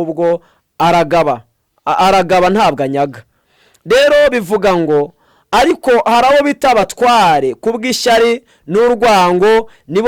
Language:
Kinyarwanda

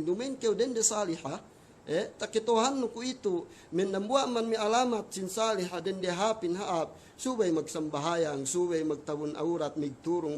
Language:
Yakan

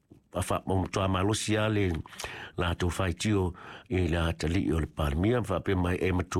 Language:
Samoan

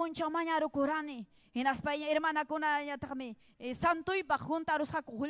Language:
Ayacucho Quechua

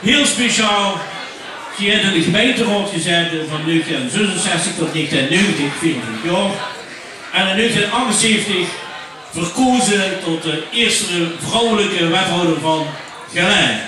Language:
Limburgish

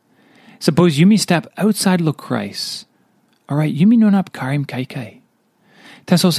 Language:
Tok Pisin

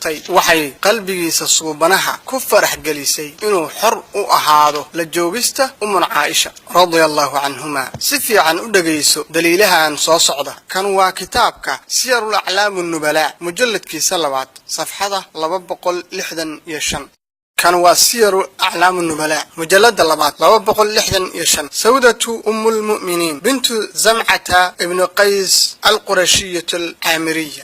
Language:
Somali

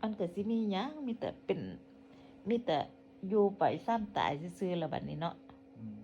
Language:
Northeastern Thai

